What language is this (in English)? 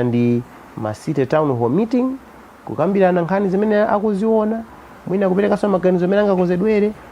Nyanja